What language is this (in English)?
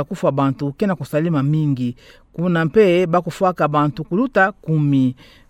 Kituba (Democratic Republic of Congo)